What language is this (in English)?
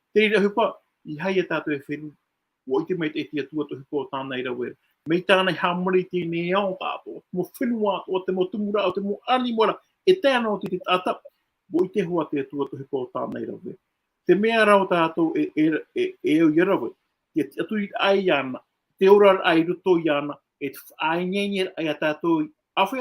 Tahitian